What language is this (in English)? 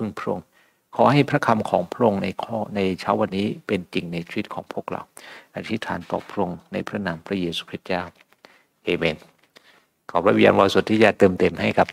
Thai